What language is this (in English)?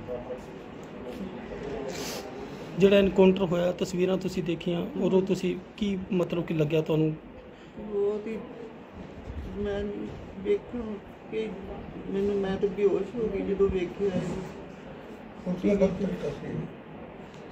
Punjabi